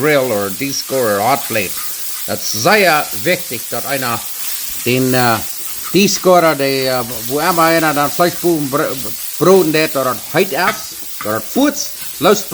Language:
Plautdietsch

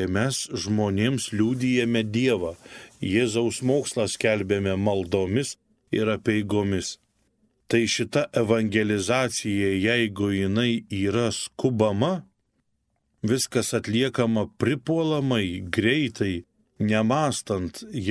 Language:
Lithuanian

